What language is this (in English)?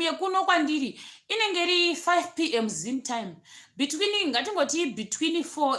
Shona